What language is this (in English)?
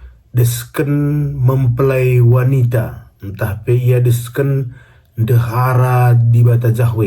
Batak Karo